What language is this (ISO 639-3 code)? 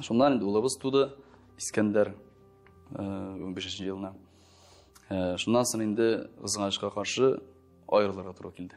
tat